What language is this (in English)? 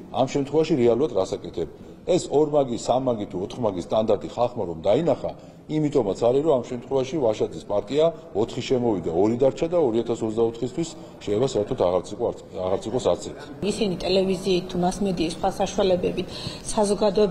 Georgian